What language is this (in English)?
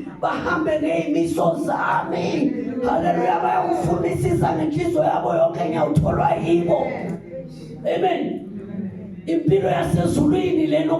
Zulu